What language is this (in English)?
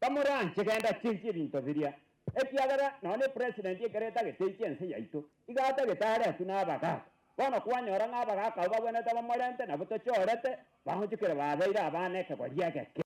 Gusii